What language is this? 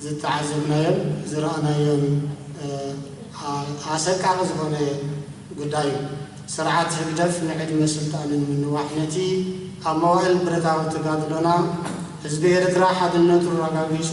Tigrinya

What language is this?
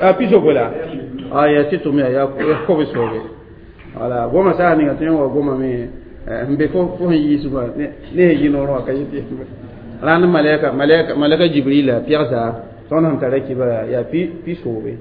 Mossi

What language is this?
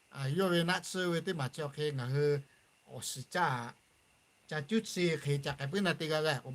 Lahu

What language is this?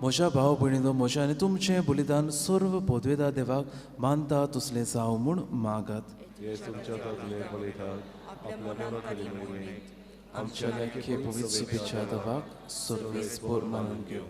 Konkani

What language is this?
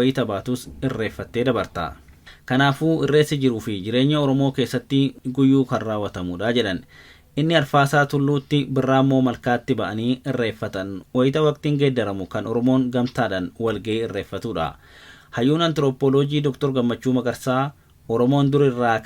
Oromo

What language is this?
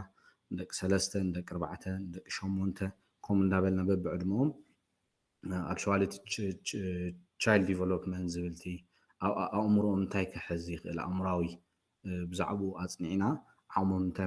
Tigrinya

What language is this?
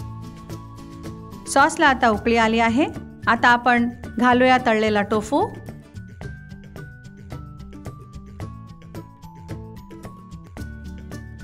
Marathi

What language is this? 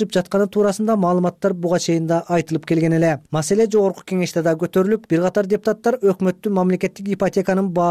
Kyrgyz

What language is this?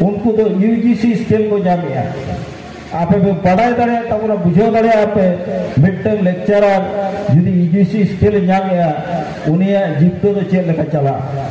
Santali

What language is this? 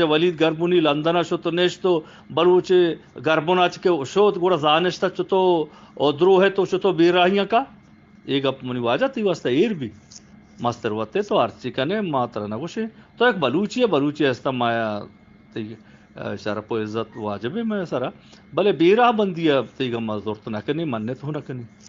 Eastern Balochi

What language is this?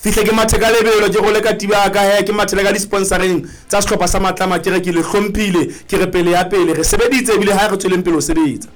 Southern Sotho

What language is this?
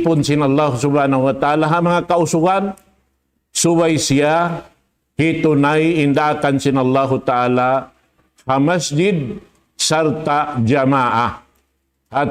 Tausug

